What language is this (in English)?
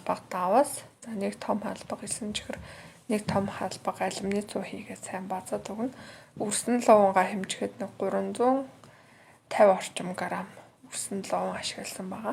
Mongolian